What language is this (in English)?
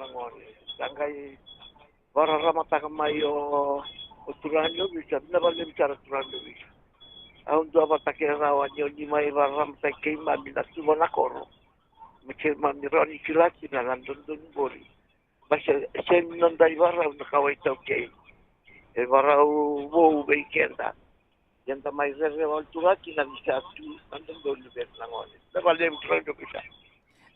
Fijian